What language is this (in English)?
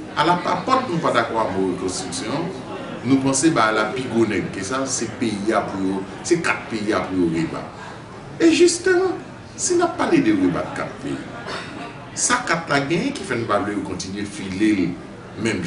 Haitian Creole